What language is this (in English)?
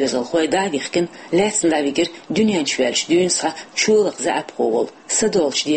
Chechen